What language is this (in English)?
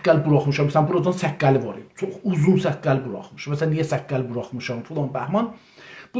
South Azerbaijani